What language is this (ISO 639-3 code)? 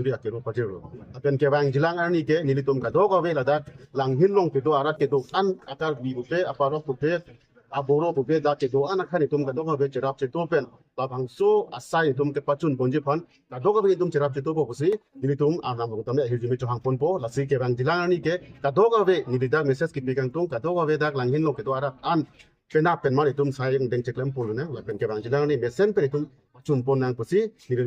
mjw